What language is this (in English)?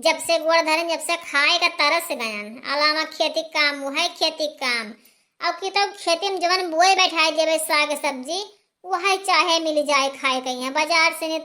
Awadhi